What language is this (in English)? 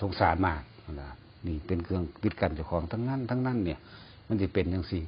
Northeastern Thai